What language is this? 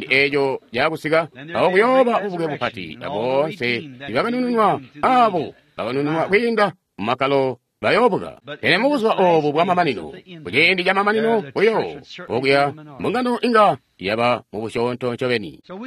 Tonga (Zambia)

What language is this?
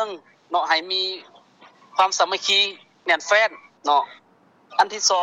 Lao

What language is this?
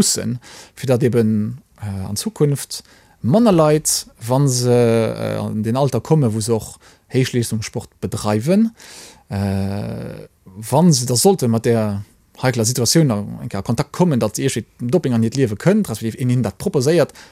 Luxembourgish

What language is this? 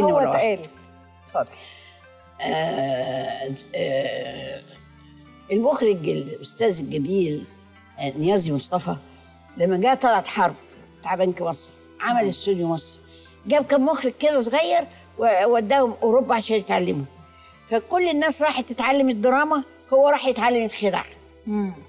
Egyptian Arabic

